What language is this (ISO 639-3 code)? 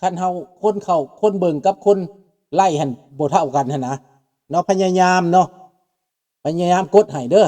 lao